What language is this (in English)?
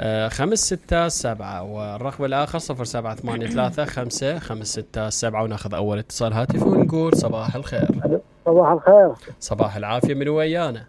Mesopotamian Arabic